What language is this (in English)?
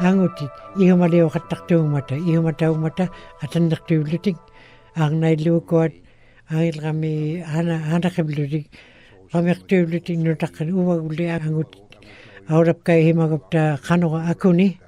Western Canadian Inuktitut